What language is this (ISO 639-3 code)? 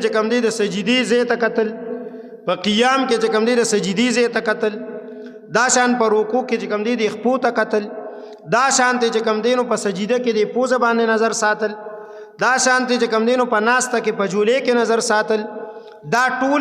pus